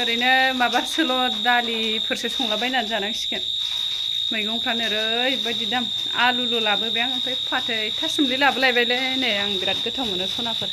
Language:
Bodo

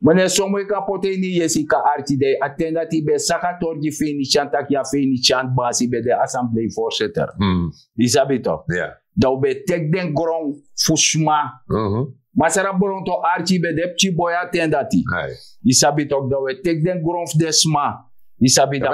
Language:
Sranan Tongo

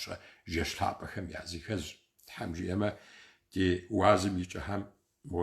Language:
Kabardian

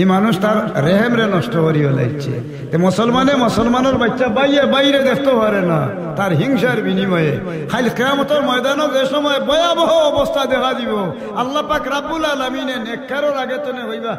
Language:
Sylheti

